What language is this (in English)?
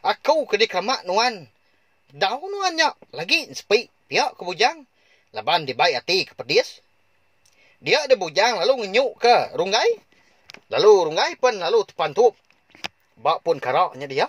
Iban